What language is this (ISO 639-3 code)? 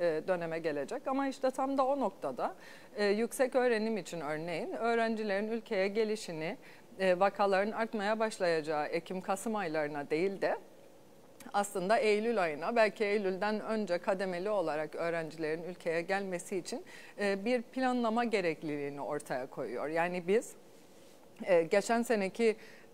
tur